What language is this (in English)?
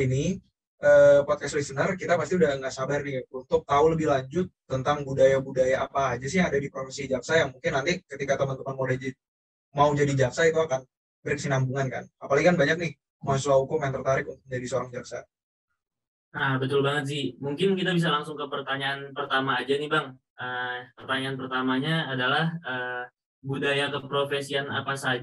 Indonesian